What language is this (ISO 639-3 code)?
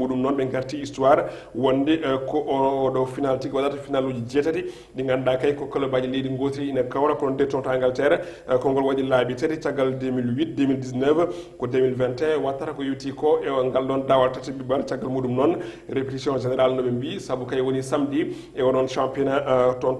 ful